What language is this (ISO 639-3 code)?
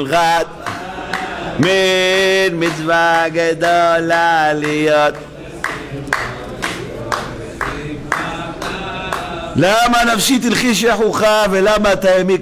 heb